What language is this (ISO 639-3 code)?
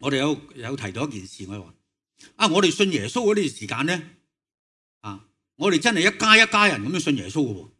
yue